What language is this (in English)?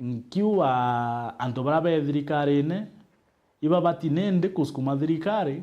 Meru